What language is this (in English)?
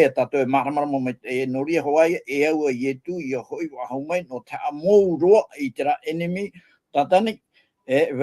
Tahitian